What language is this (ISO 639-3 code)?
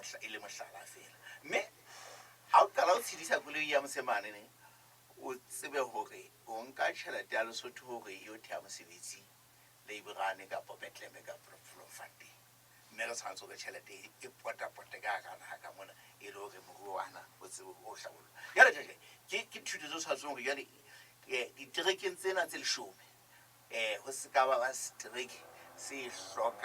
sot